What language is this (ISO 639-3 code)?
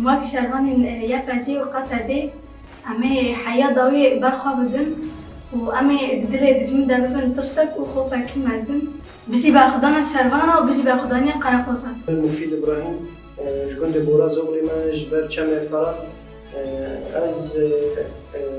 kur